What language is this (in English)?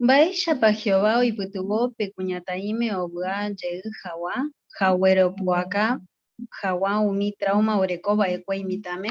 Guarani